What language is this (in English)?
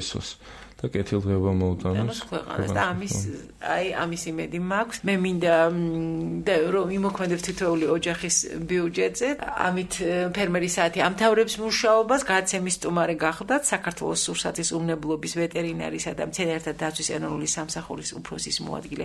Georgian